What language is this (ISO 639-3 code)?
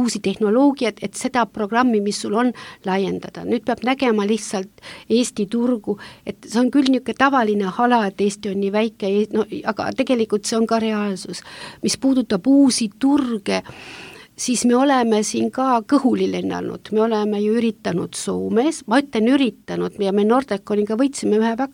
est